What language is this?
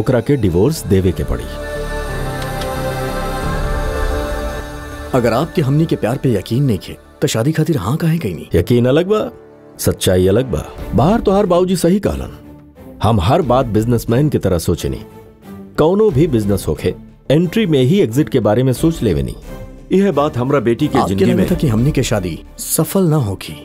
Bhojpuri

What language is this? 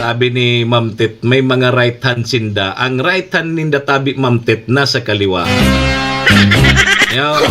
Bikol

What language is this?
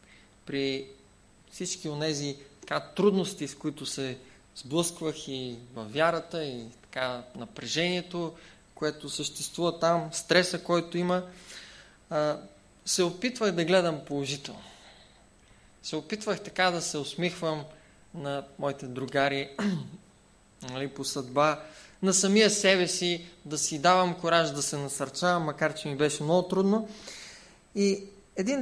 Bulgarian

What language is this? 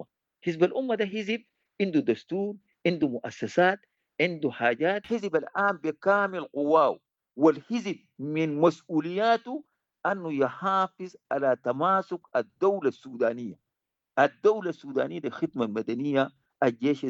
Sudanese Arabic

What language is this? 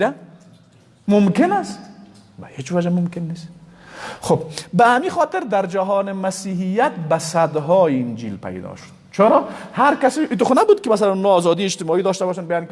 Persian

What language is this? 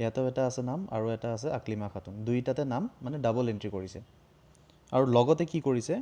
Assamese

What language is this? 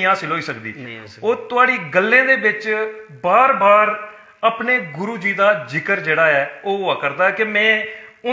Dogri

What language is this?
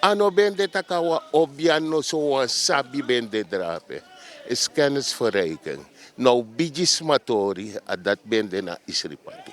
Sranan Tongo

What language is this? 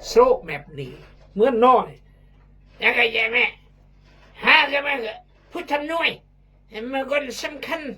Khmu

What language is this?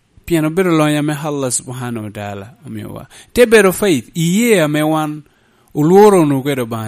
Lango (Uganda)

